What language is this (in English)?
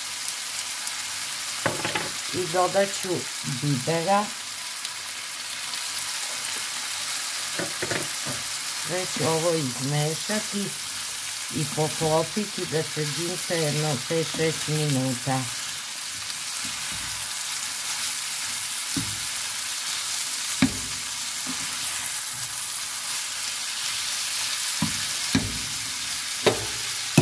Serbian